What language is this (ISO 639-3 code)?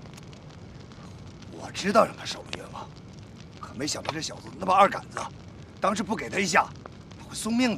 zho